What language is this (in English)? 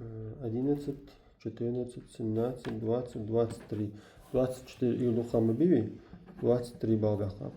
Ingush